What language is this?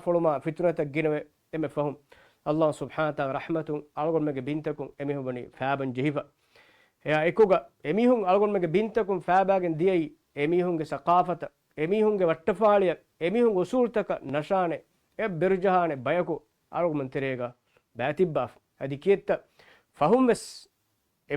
Divehi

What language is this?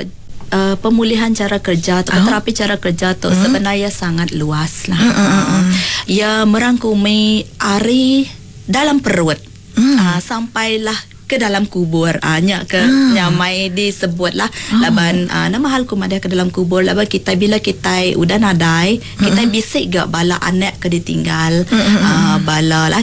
Iban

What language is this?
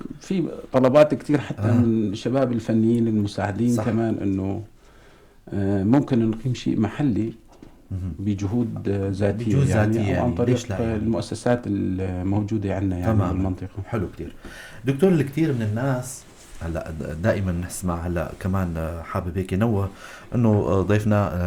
North Levantine Arabic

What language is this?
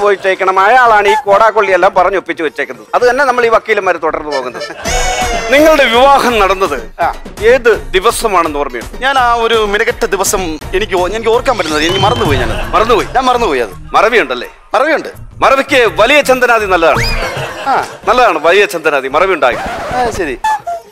Malayalam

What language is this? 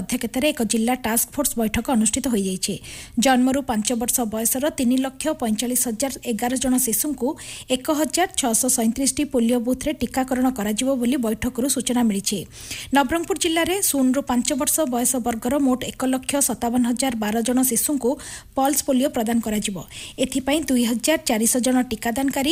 Odia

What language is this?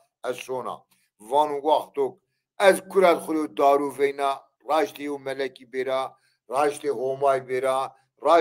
Zaza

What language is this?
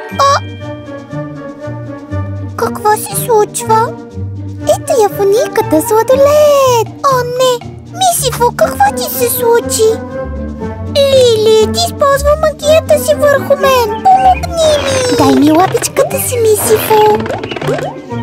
Bulgarian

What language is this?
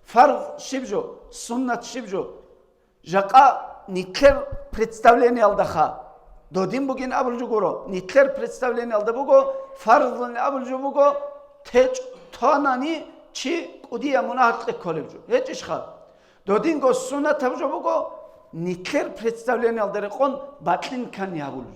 Avaric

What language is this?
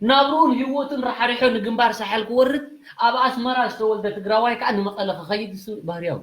Tigrinya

